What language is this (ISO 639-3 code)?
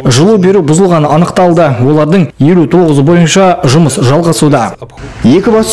kaz